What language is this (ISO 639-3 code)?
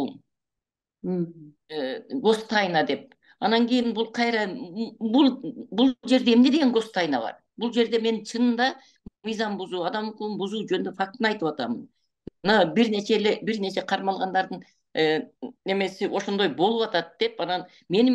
kir